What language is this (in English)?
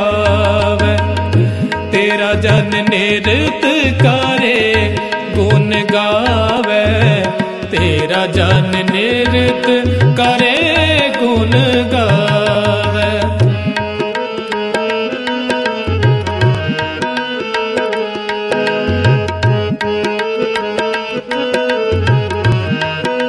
Hindi